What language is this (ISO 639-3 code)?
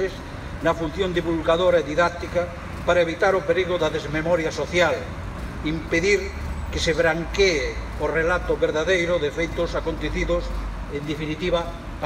glg